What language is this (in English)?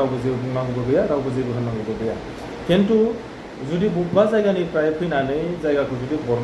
Bodo